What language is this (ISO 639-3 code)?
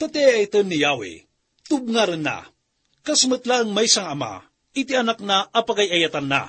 ilo